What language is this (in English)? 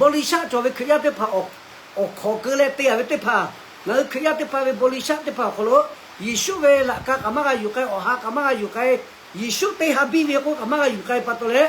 Lahu